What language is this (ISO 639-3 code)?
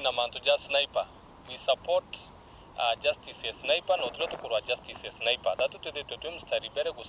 mer